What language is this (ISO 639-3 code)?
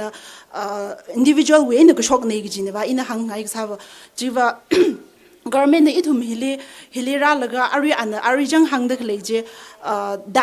nmf